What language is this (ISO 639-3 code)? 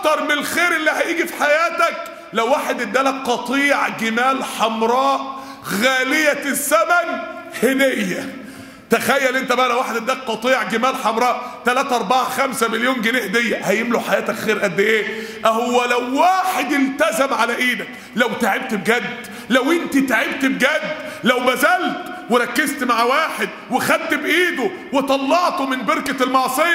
arz